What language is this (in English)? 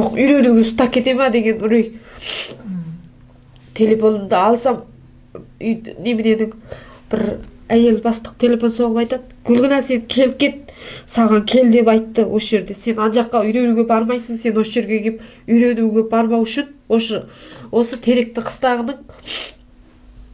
Kazakh